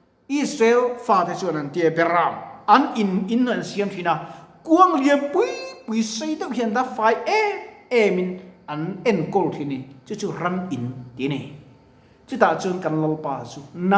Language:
Mizo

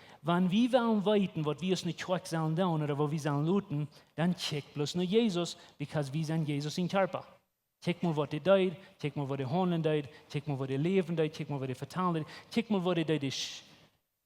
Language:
Plautdietsch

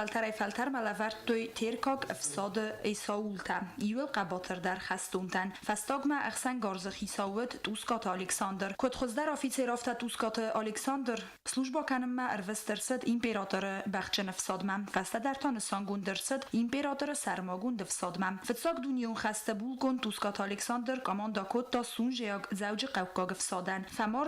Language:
Ossetic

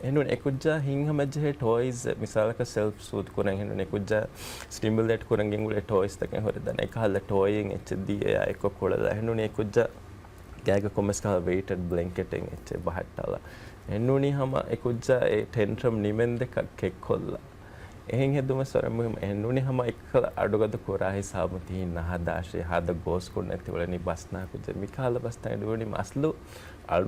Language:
Divehi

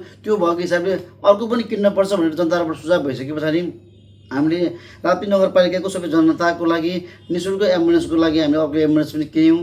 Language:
Nepali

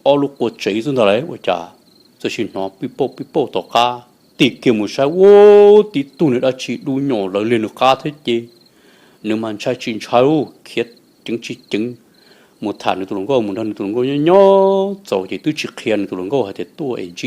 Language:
Hmong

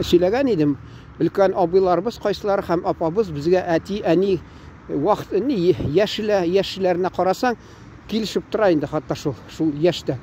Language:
Tatar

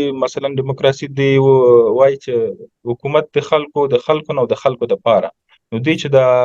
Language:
Pashto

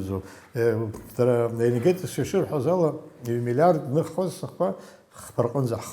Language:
Abkhazian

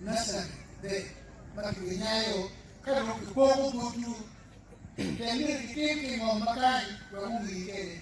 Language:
Acoli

